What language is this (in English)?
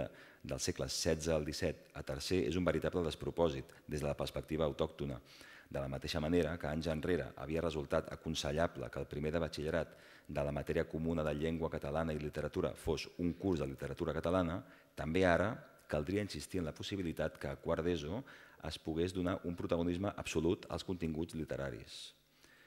Catalan